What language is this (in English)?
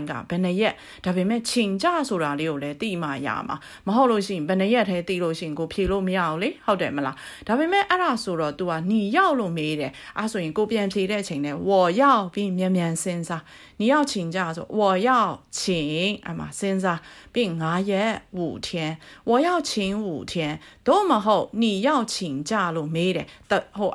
Burmese